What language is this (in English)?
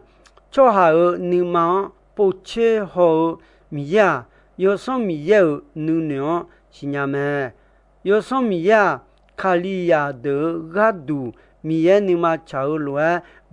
Akha